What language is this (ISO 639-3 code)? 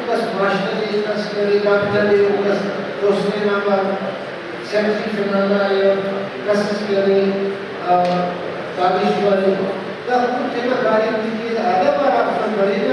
brh